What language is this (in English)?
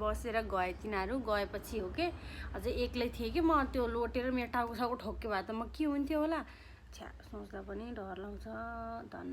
Nepali